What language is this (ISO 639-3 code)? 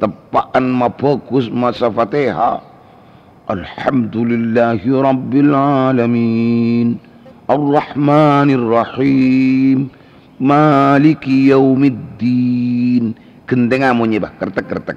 mad